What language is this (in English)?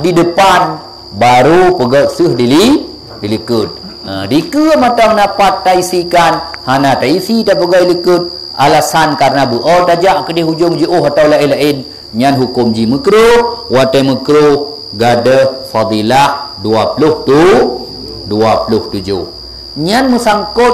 Achinese